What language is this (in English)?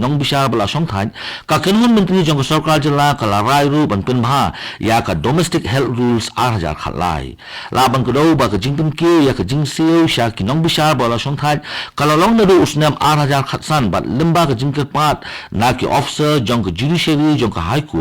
Khasi